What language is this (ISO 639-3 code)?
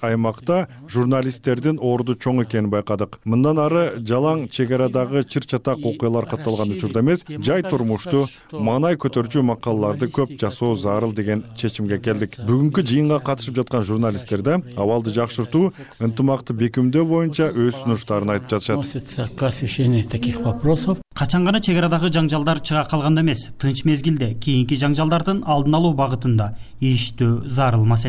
kir